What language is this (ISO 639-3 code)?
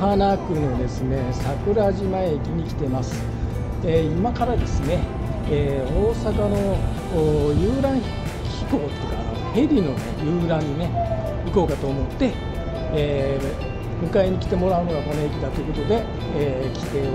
jpn